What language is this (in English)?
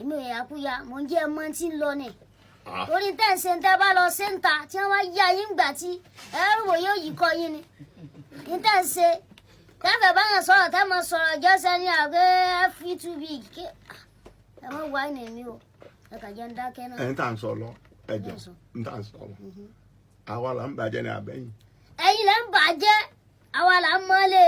Yoruba